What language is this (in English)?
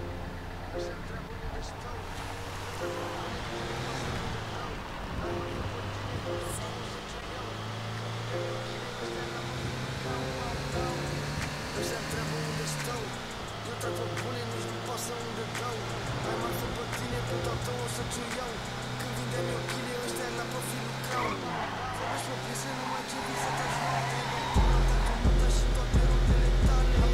Romanian